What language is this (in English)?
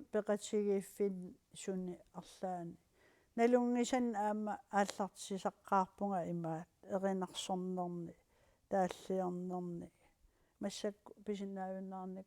Kalaallisut